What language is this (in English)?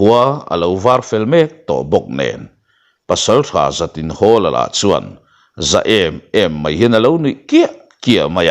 Mizo